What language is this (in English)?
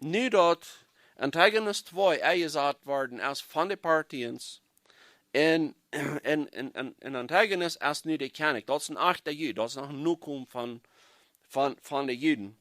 Plautdietsch